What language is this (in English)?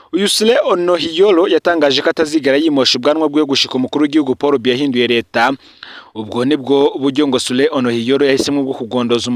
Rundi